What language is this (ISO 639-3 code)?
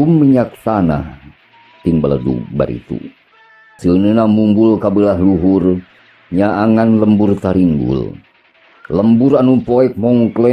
sun